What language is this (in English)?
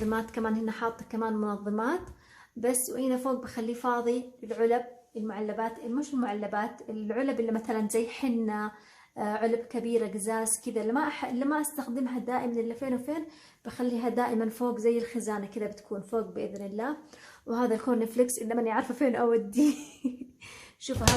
Hijazi Arabic